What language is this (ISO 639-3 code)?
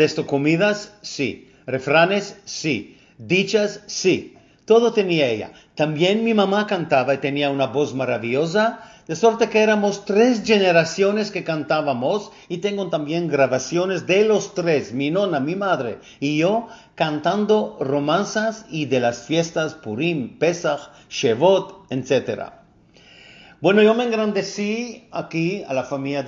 lad